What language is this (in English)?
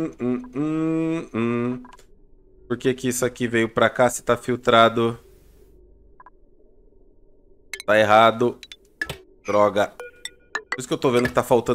Portuguese